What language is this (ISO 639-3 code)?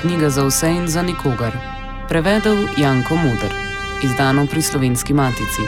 slv